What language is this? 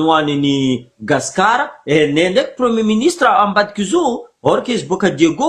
Malagasy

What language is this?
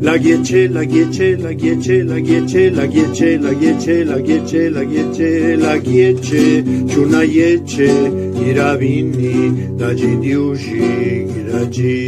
Zapotec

